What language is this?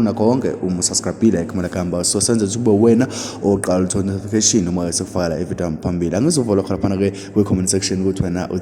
Zulu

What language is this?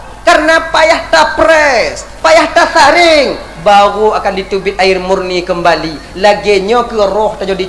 Achinese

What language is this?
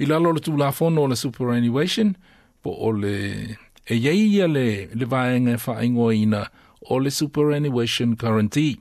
Samoan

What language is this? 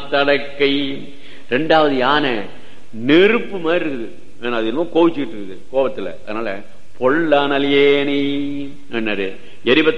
Tamil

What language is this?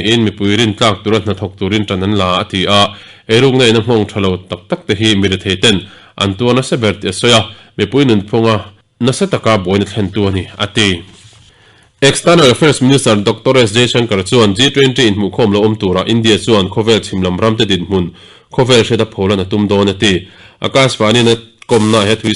Mizo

